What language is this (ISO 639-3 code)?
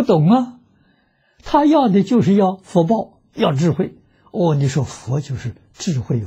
zho